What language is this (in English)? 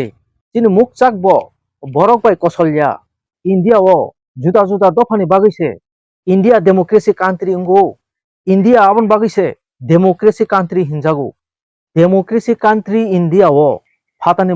Kok Borok